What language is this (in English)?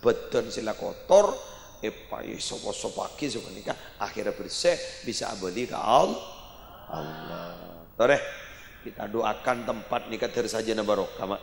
Madurese